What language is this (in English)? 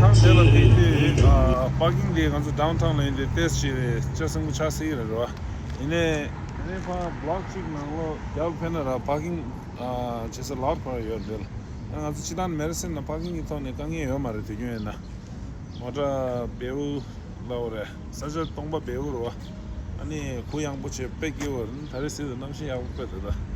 Tibetan